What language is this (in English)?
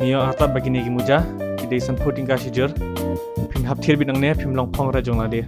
Khasi